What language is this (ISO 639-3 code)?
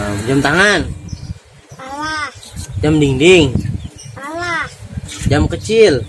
bew